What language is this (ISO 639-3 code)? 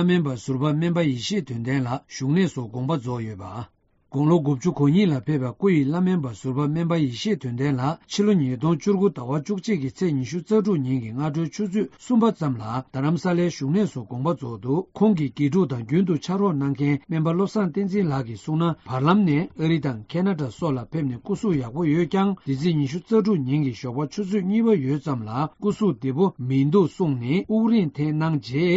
bod